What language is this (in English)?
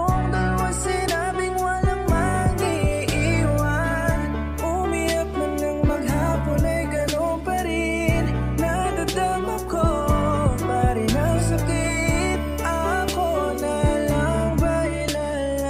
Filipino